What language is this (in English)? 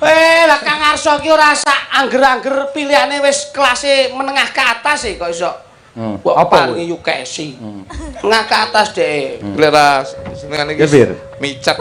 Javanese